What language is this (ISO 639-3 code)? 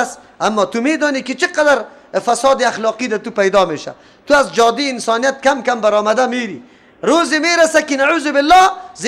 fas